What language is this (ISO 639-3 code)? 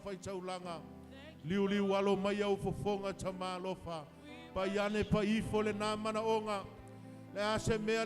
smo